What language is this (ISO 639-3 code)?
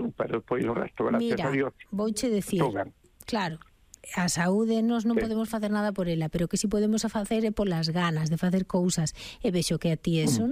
glg